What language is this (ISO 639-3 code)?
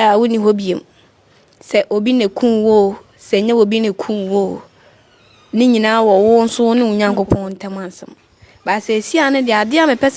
aka